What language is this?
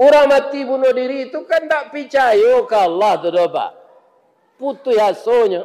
Minangkabau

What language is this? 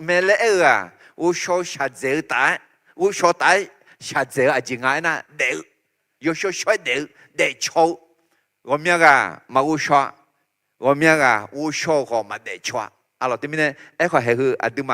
Akha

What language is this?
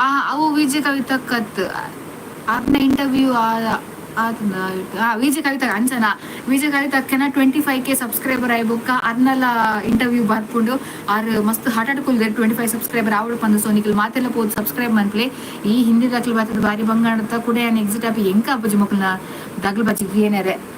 Tulu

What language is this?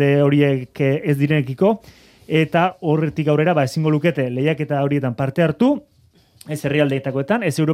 Basque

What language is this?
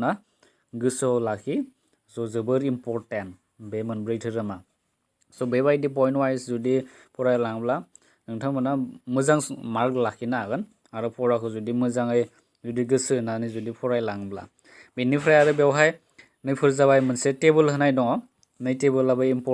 Bodo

